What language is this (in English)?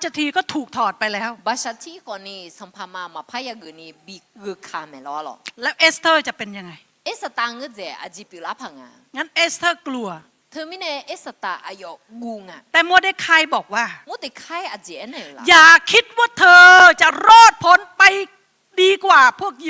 Akha